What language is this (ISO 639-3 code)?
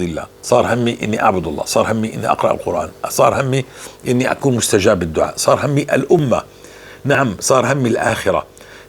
apc